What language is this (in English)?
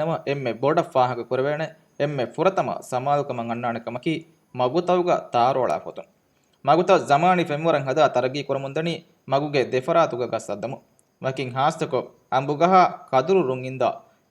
Divehi